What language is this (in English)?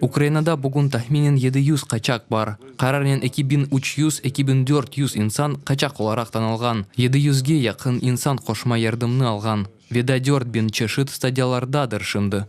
Crimean Tatar